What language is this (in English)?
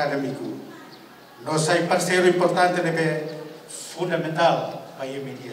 Tetum